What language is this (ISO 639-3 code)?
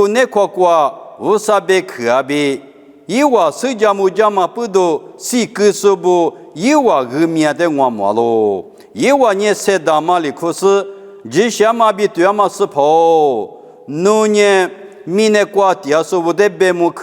lis